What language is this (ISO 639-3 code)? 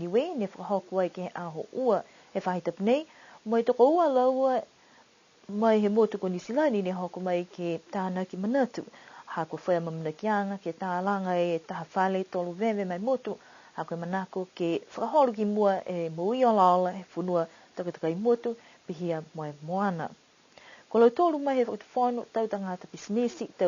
niu